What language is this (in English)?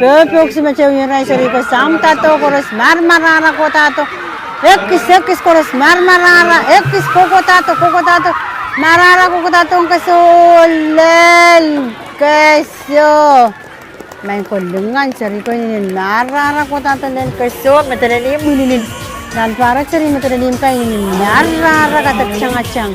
Pohnpeian